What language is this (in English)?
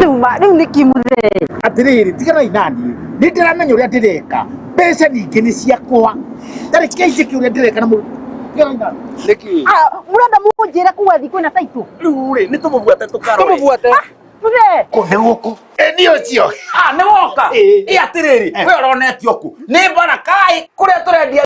Kikuyu